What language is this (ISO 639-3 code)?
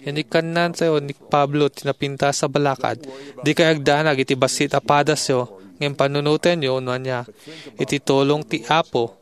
ilo